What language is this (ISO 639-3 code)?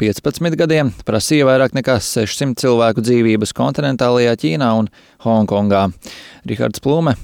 lav